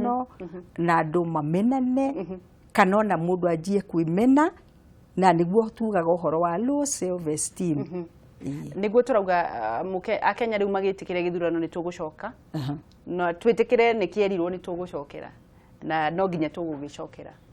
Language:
Kikuyu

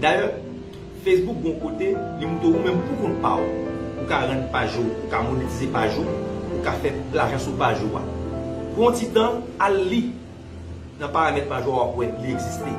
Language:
Haitian Creole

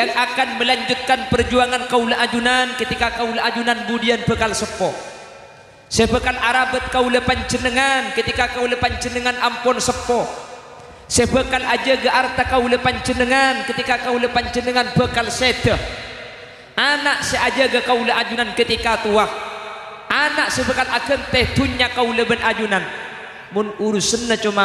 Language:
Madurese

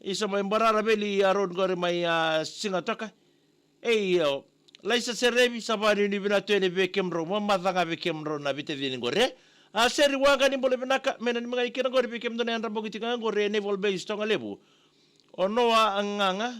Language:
Fijian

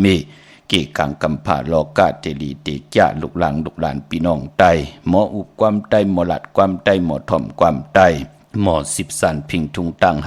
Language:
Shan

